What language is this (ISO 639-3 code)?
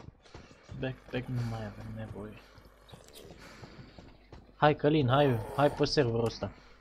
ron